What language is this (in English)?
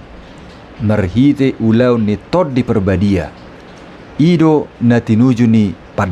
Batak Toba